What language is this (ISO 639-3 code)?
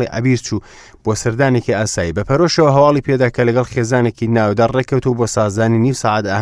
ckb